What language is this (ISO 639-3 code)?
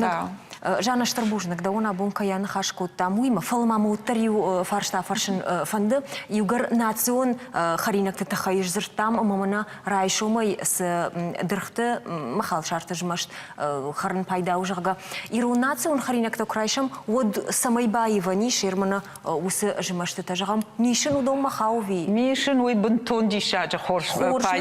oss